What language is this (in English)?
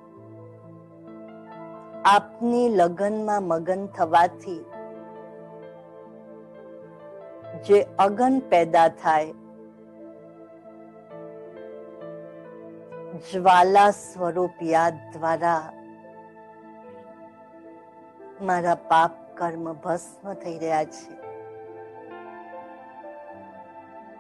Gujarati